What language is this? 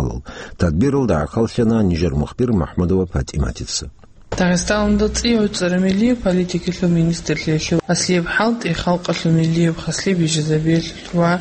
Avaric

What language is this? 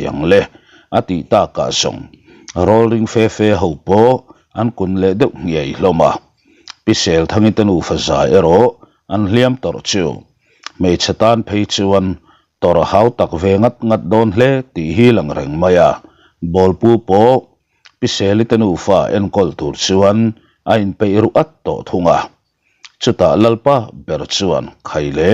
Mizo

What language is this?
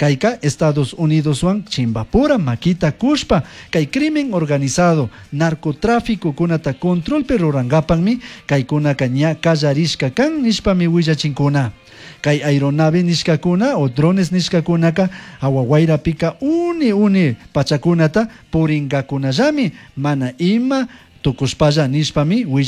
Chimborazo Highland Quichua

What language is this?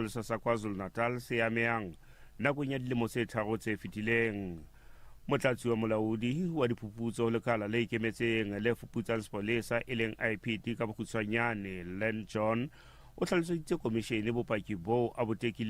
Southern Sotho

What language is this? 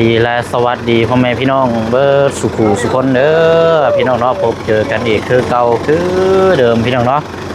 Lao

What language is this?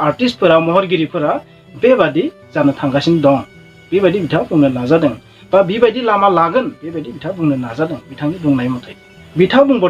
Bodo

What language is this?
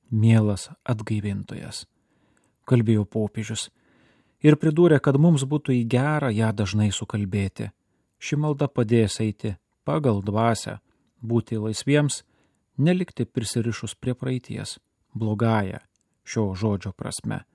Lithuanian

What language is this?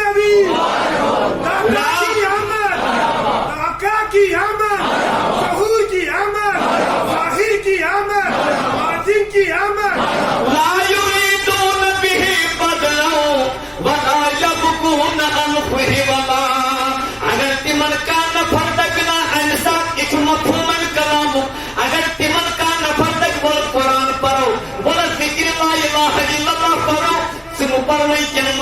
Kashmiri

